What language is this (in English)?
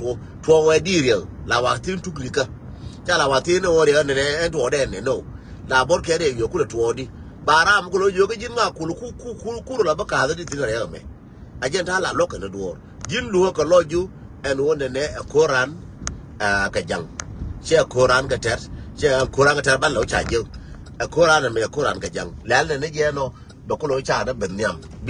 Nuer